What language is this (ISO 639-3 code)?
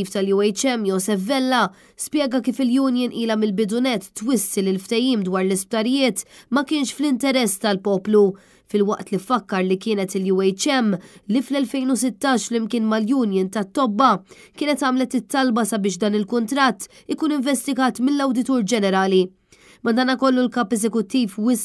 mlt